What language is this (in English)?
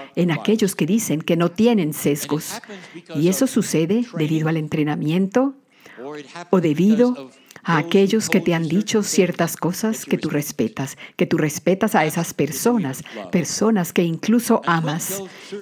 Spanish